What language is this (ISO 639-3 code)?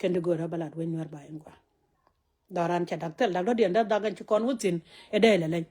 nus